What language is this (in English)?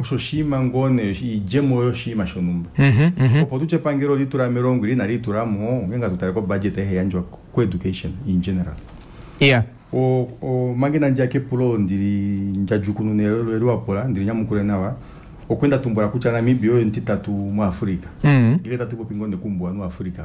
Kuanyama